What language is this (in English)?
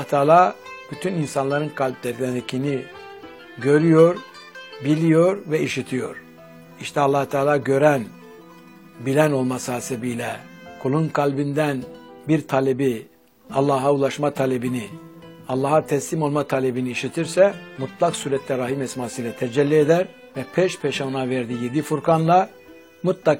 Turkish